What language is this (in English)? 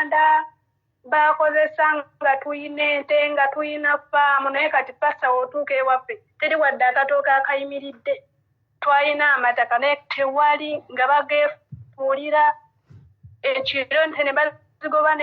Ganda